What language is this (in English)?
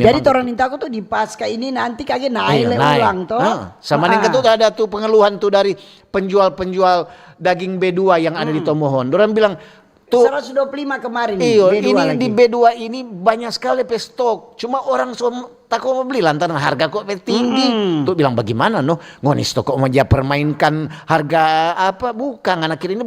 Manado Malay